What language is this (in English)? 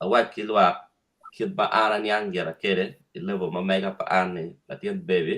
Acoli